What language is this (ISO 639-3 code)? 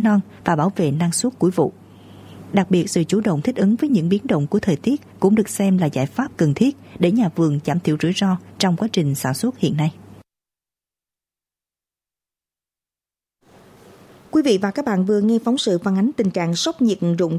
vie